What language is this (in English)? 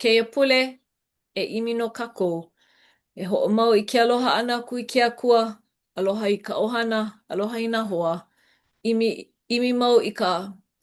Hawaiian